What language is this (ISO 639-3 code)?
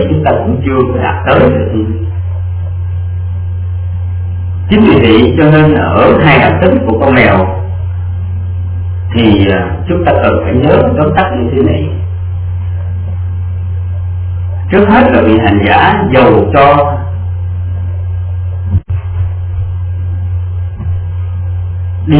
vie